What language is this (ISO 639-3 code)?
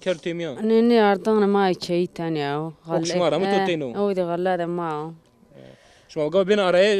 zza